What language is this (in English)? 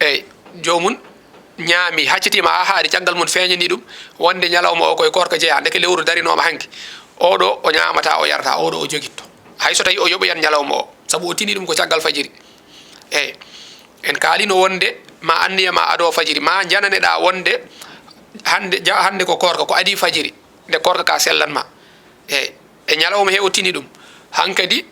Fula